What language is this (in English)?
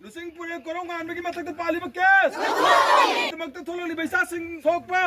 Manipuri